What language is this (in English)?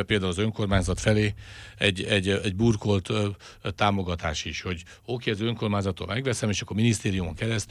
Hungarian